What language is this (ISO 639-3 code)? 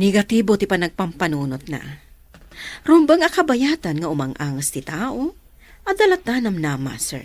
ilo